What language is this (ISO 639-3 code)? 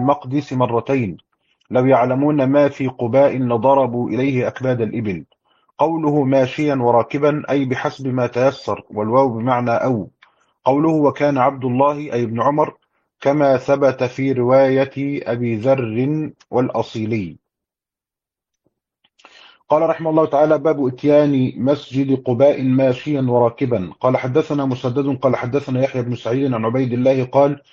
ara